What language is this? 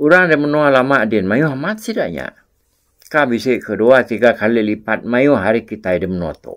Iban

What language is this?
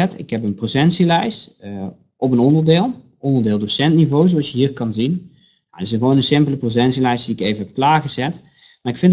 Dutch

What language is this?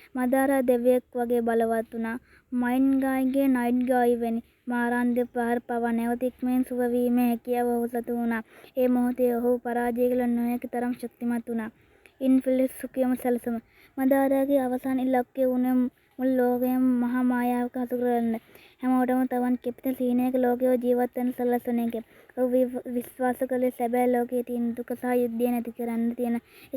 Sinhala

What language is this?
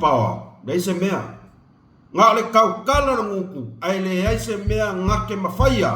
Samoan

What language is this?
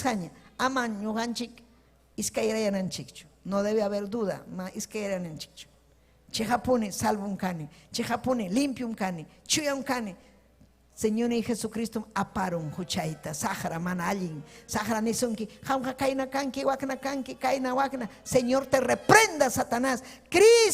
Ayacucho Quechua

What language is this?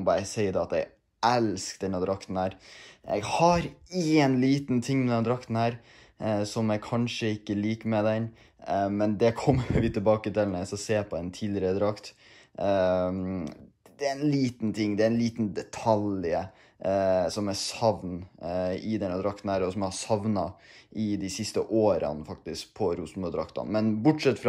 Norwegian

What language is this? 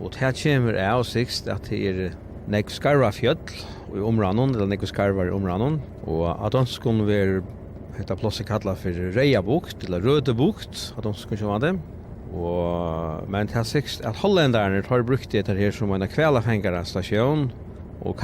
Faroese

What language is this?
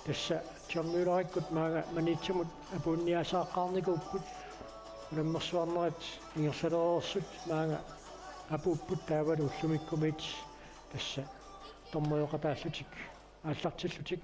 Kalaallisut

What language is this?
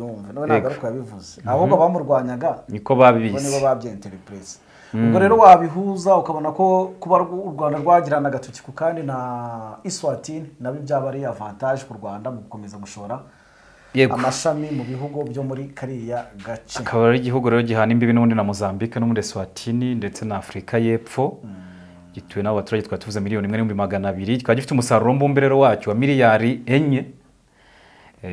Kinyarwanda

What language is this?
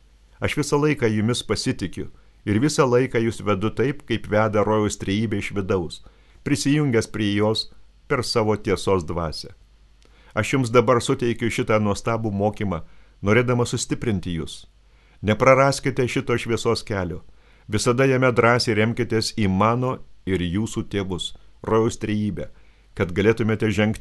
Lithuanian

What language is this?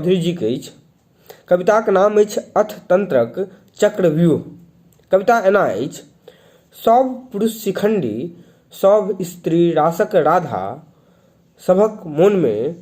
Maithili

